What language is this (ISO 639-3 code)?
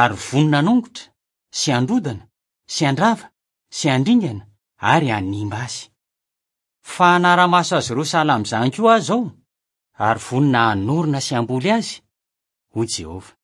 mlg